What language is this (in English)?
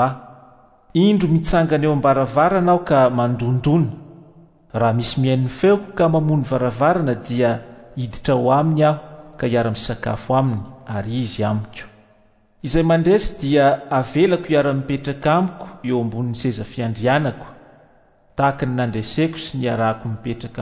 Malagasy